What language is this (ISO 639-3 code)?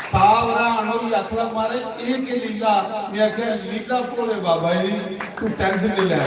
doi